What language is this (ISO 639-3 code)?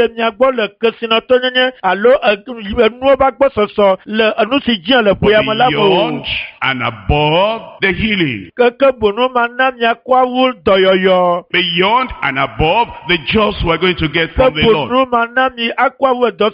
ewe